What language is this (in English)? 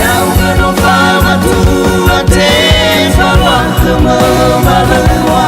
Nias